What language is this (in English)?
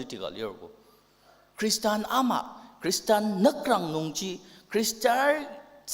Ao Naga